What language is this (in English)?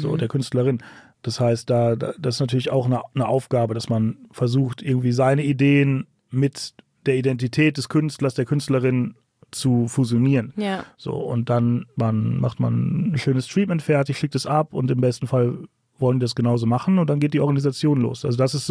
German